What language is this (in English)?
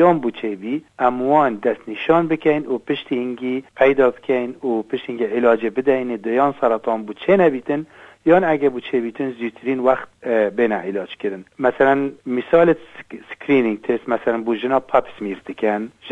Kurdish